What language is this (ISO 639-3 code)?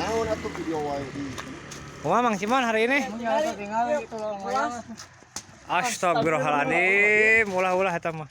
sun